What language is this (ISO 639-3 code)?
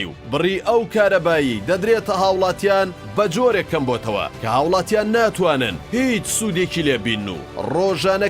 ckb